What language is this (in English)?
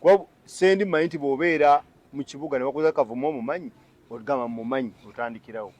Ganda